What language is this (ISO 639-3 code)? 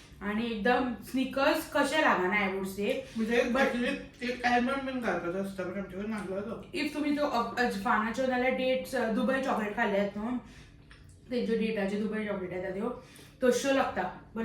kok